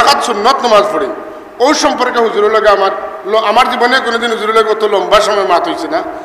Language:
Sylheti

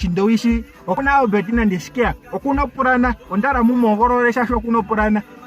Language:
Ndonga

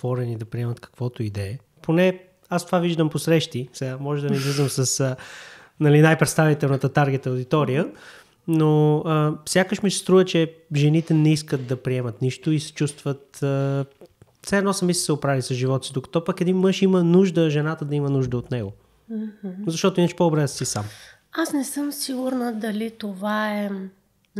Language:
Bulgarian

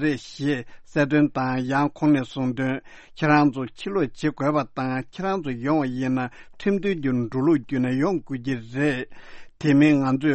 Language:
Tibetan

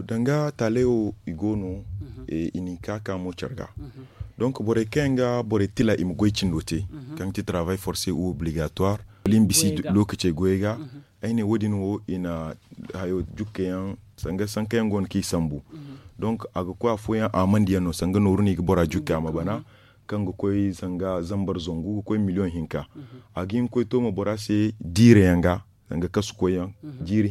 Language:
Zarma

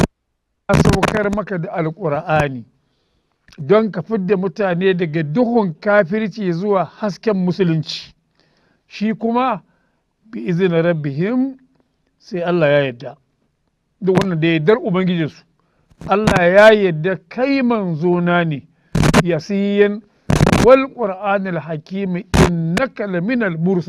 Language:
Hausa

